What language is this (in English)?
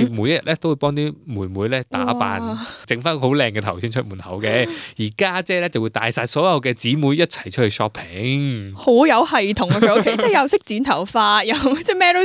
Cantonese